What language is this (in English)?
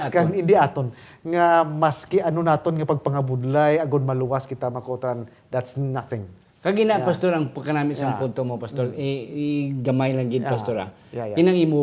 Hiligaynon